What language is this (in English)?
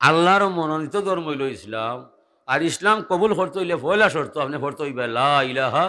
Sylheti